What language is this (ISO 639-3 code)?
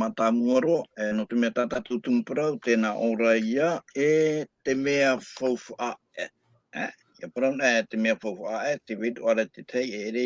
tah